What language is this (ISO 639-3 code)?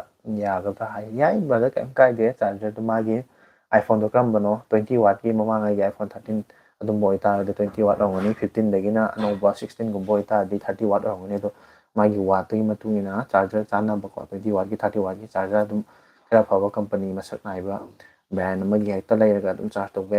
mni